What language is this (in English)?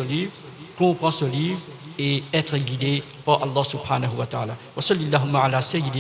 Morisyen